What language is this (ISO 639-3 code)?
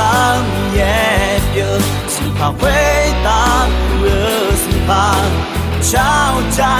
ahk